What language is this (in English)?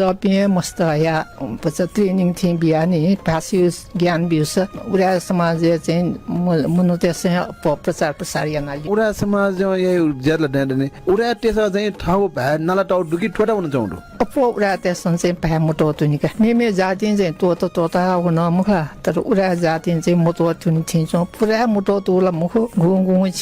Newari